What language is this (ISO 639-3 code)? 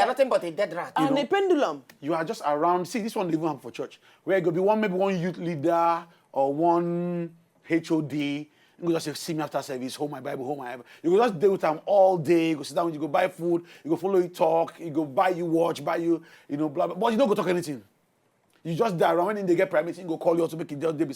pcm